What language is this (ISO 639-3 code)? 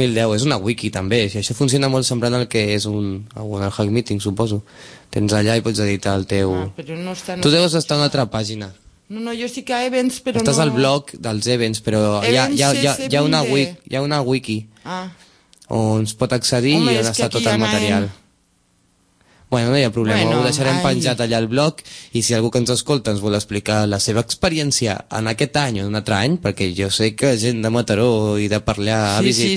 cat